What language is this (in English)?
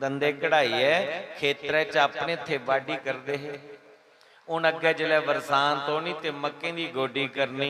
Dogri